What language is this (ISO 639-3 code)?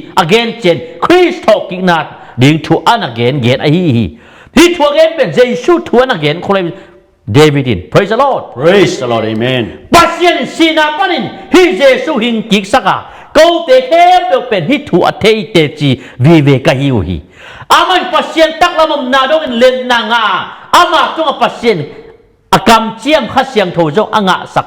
ctd